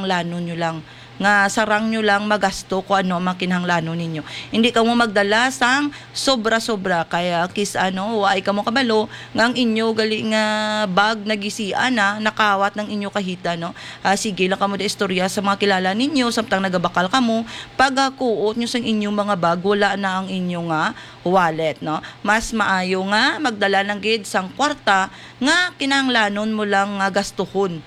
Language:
Hiligaynon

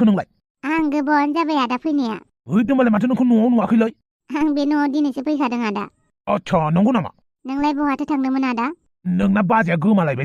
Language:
Bodo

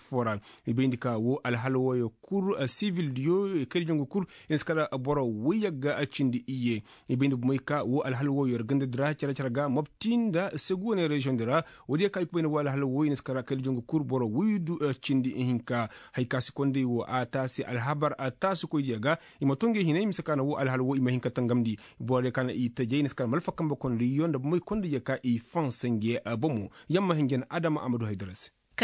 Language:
Koyraboro Senni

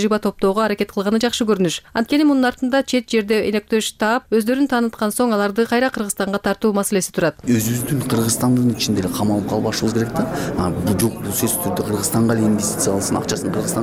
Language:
Kyrgyz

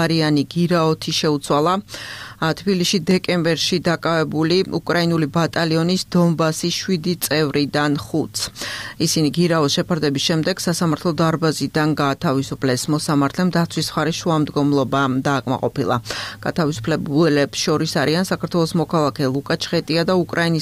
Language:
Georgian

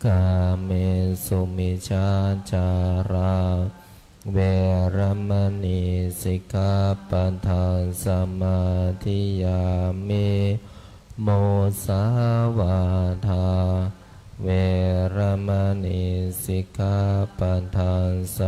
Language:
Pali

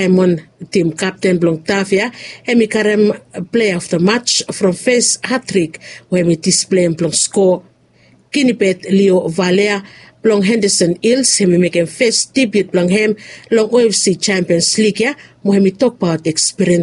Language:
Bislama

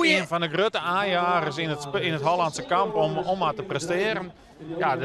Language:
Western Frisian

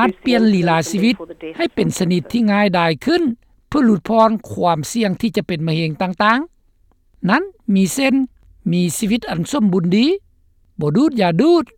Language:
Lao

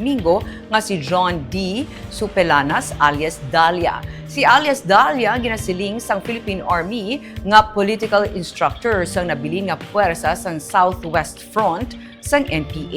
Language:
Hiligaynon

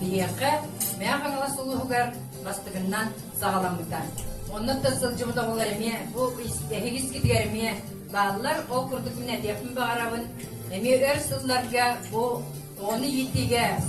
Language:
Yakut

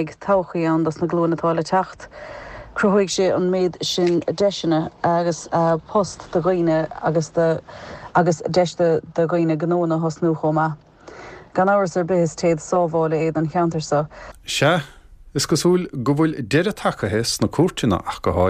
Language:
Irish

